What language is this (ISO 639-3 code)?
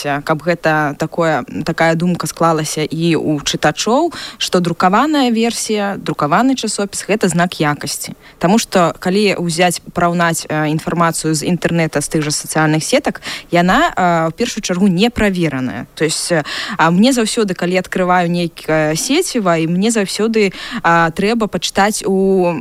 bel